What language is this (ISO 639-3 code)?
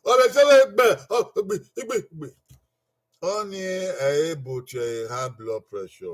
bin